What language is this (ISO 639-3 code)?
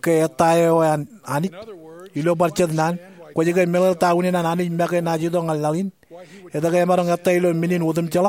mah